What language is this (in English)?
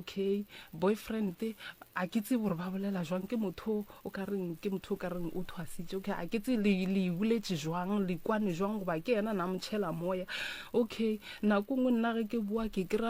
Northern Sotho